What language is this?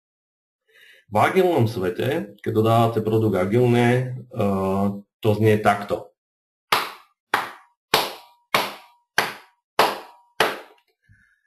Slovak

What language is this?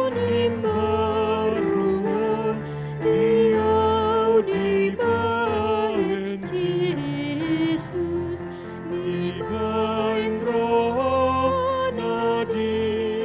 Batak Toba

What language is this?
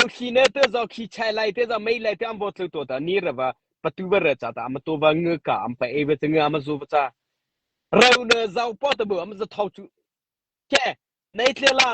Mara Chin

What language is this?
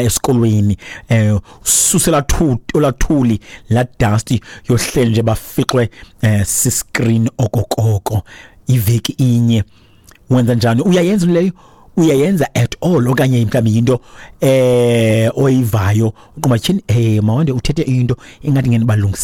Xhosa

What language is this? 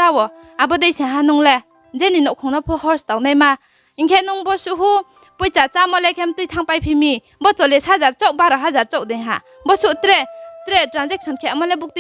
Riang (India)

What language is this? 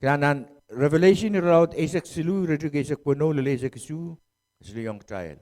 Pohnpeian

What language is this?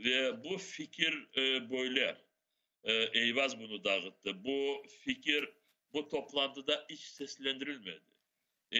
Crimean Tatar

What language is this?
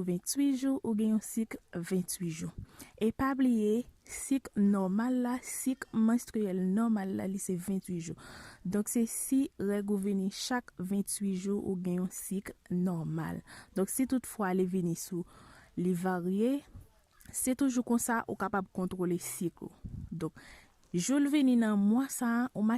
Haitian Creole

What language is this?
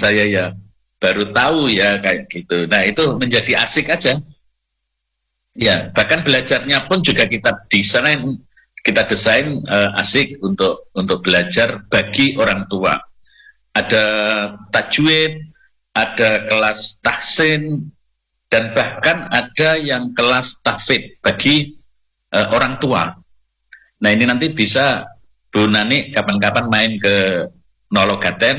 Indonesian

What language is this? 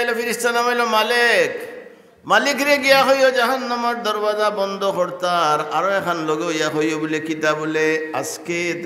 Sylheti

